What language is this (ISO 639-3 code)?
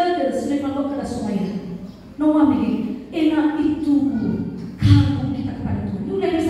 nia